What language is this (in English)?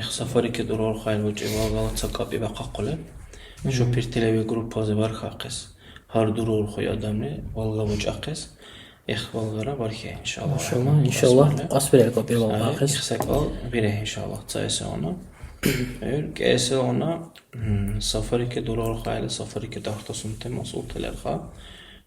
Dargwa